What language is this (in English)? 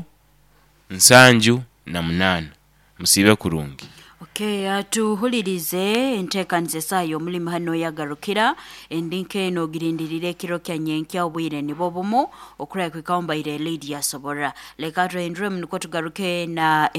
Nyoro